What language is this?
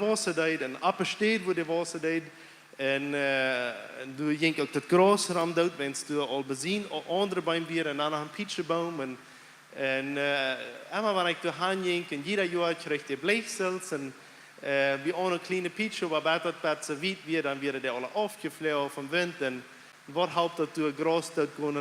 Plautdietsch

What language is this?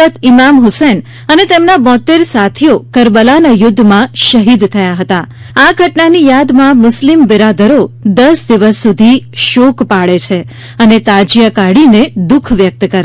Gujarati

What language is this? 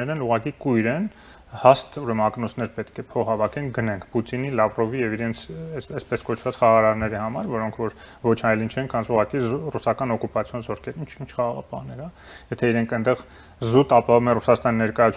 Armenian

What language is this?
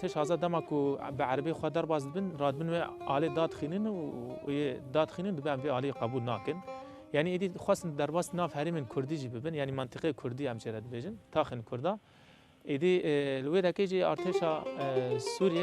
Kurdish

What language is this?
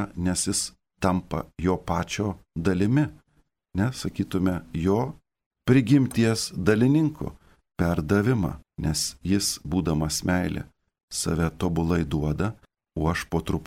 Lithuanian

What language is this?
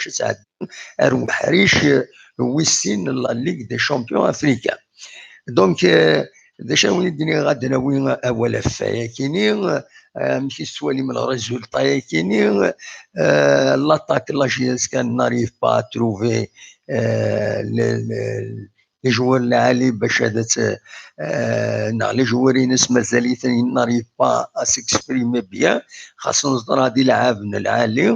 Kabyle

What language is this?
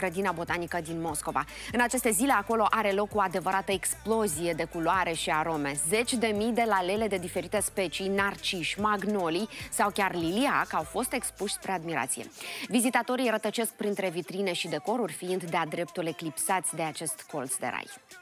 Romanian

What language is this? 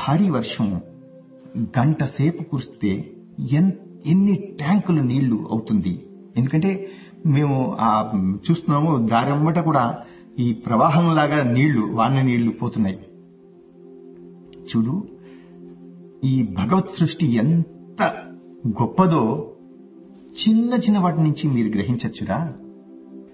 Telugu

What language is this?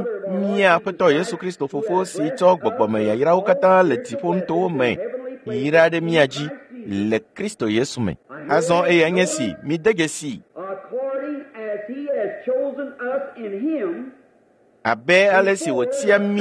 Ewe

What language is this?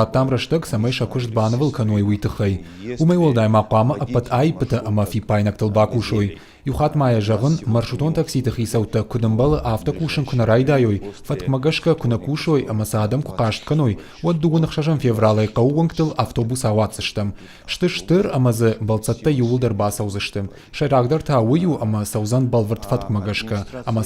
Ossetic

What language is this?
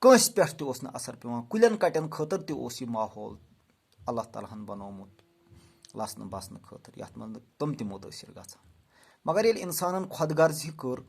Kashmiri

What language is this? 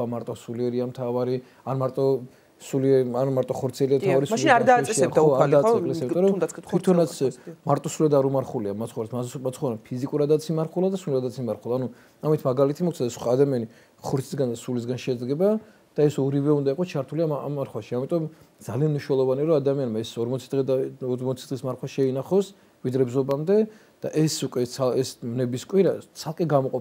Georgian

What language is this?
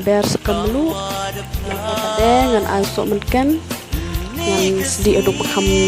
Khasi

